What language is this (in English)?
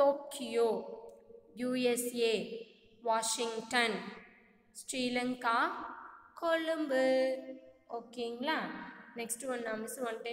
Tamil